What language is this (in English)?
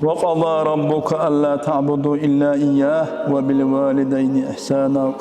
Dargwa